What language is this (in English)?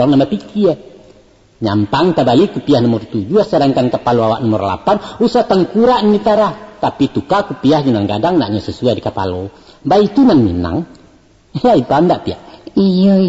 Minangkabau